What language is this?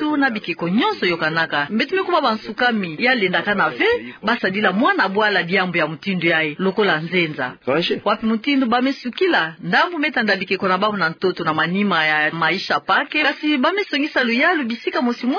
Kituba (Democratic Republic of Congo)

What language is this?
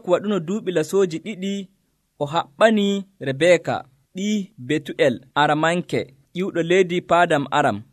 Nigerian Fulfulde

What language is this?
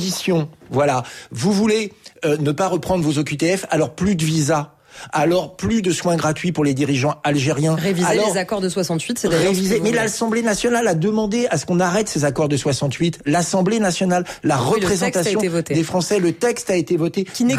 French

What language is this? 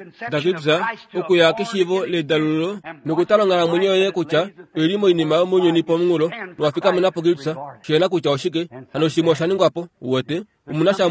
Kuanyama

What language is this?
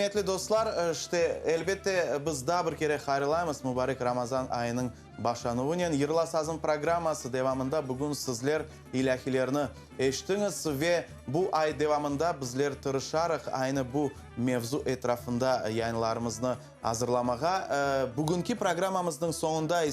Crimean Tatar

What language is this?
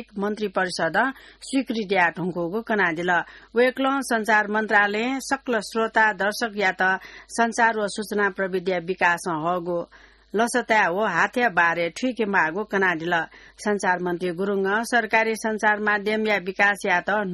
Newari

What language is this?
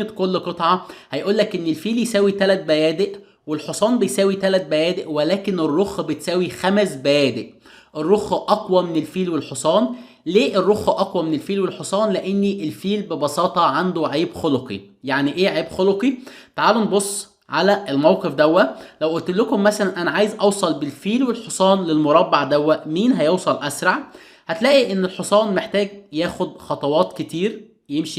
Egyptian Arabic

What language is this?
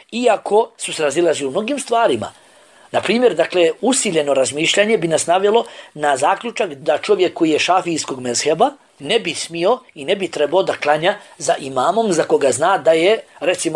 Bosnian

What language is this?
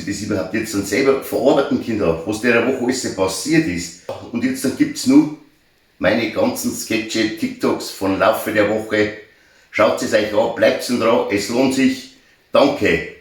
Bavarian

